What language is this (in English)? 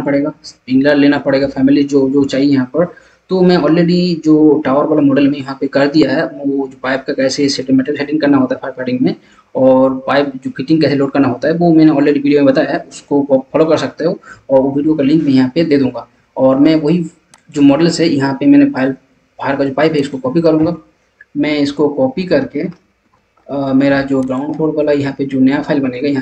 Hindi